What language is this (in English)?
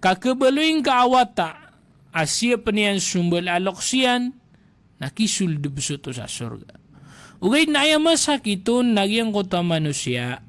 Maranao